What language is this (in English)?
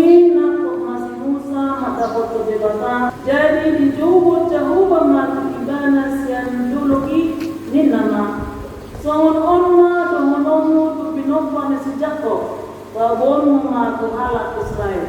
Batak Toba